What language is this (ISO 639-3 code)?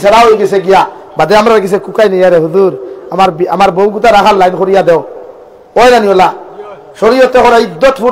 syl